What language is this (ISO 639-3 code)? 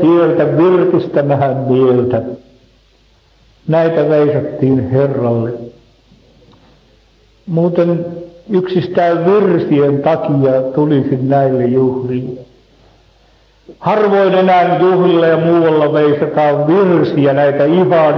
fin